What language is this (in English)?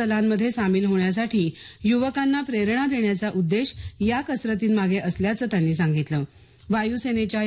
Marathi